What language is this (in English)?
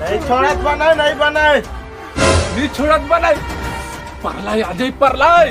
Chhattisgarhi